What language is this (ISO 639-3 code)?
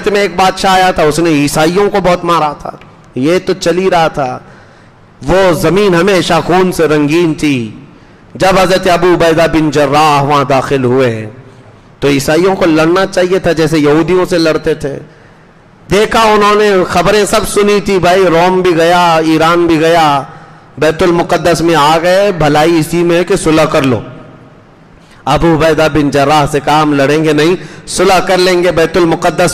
urd